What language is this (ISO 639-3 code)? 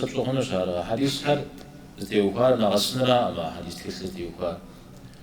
kbd